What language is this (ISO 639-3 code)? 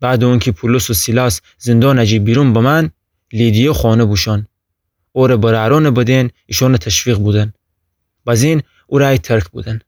glk